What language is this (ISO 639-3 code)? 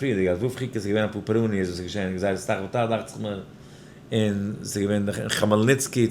yid